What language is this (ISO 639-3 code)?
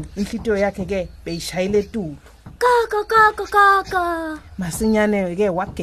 ssw